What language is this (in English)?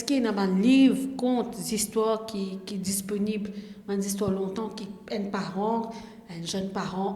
Morisyen